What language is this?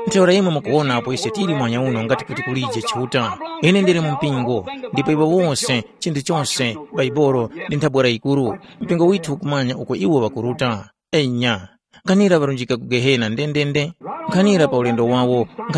Tumbuka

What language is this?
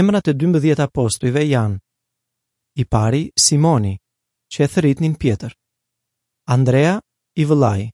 Albanian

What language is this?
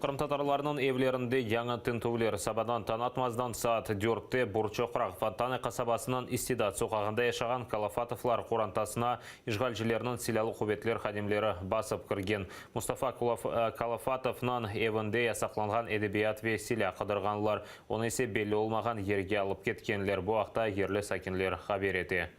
Crimean Tatar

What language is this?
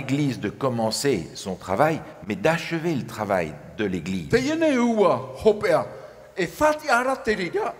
Tahitian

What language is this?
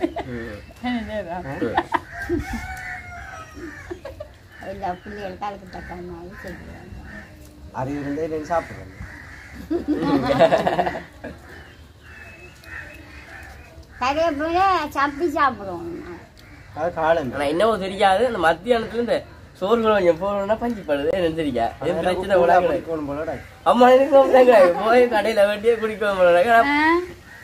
Tamil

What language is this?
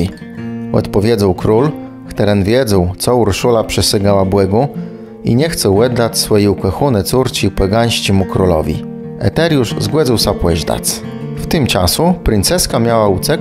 Kashubian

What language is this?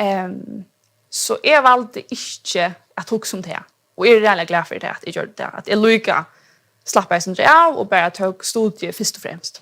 Faroese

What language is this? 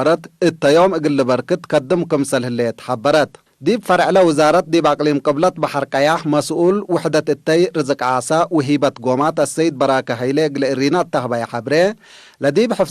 Tigre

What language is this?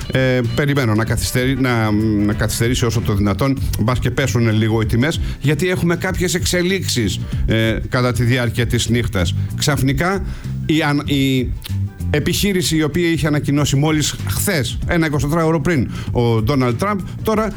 Greek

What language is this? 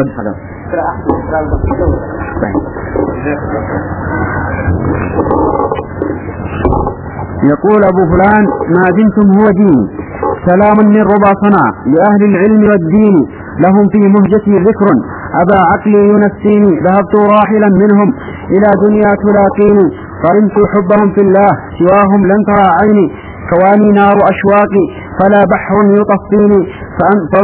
Arabic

